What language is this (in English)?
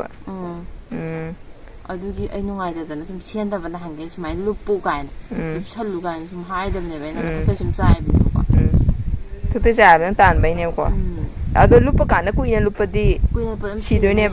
Manipuri